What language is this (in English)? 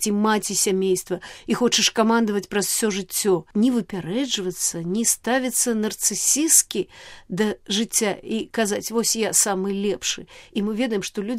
Belarusian